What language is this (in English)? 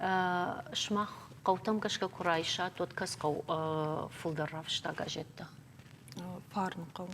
Ossetic